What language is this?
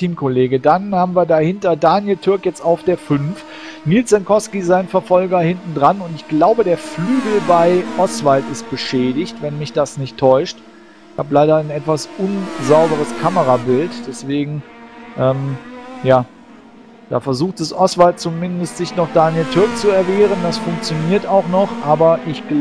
German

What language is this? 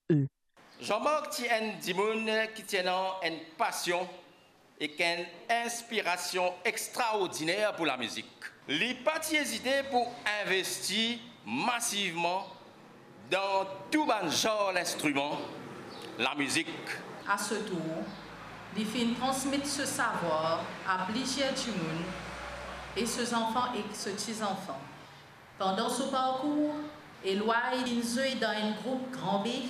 Morisyen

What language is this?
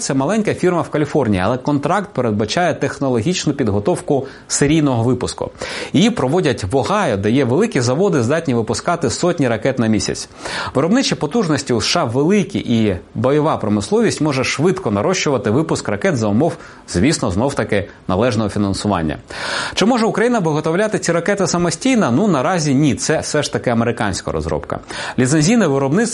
Ukrainian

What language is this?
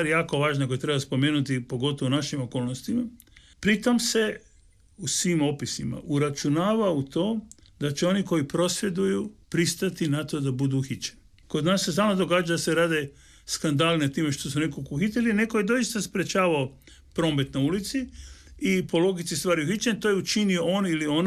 Croatian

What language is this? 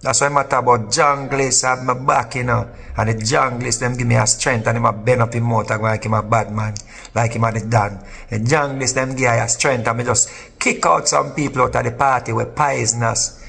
Jamaican Creole English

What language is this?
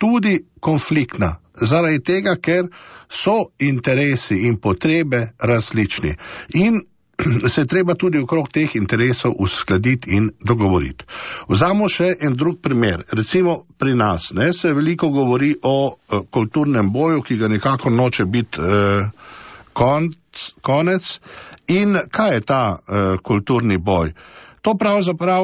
Slovenian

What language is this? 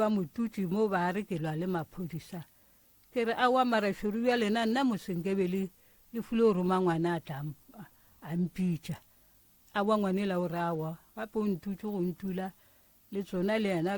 Northern Sotho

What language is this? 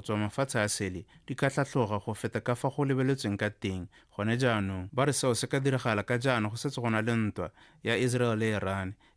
Tswana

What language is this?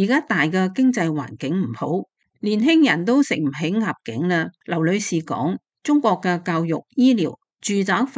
Cantonese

